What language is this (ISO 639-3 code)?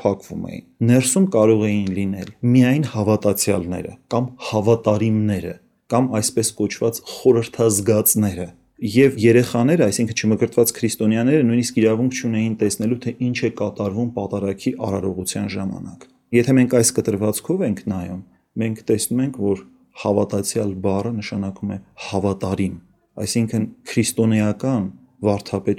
hye